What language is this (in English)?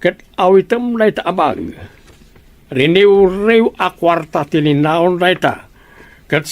Iloko